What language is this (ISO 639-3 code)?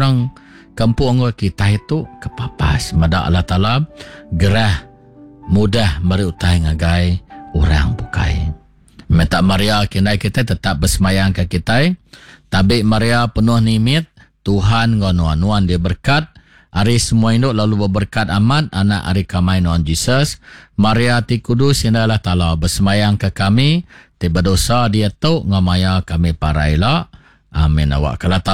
iba